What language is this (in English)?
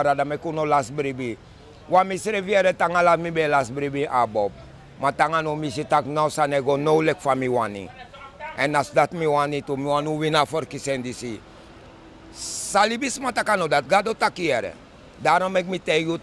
Sranan Tongo